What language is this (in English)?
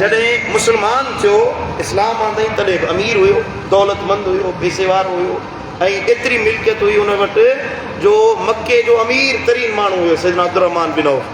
Sindhi